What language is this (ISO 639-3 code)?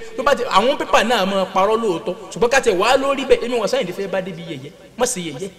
yor